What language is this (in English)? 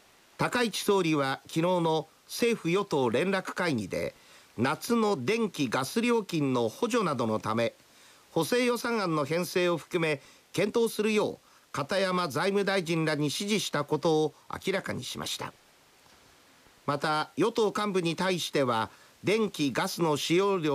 Japanese